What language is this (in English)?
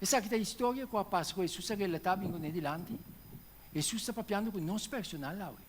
Papiamento